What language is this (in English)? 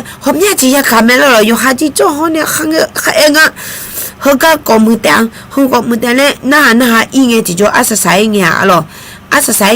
Akha